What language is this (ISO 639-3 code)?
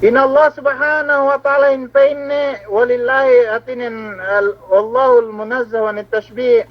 yka